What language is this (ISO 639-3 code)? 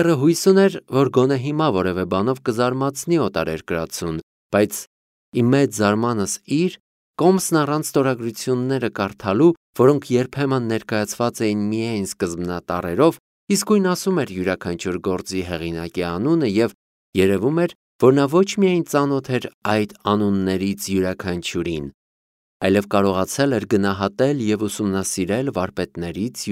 hye